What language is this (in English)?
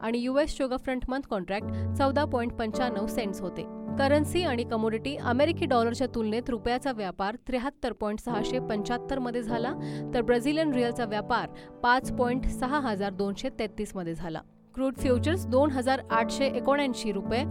Marathi